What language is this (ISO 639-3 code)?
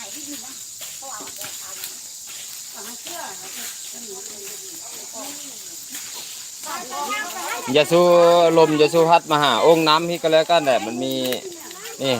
lao